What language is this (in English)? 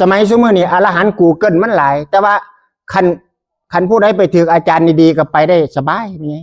Northeastern Thai